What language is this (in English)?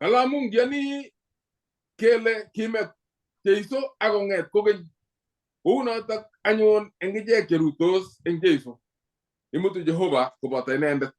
Kalenjin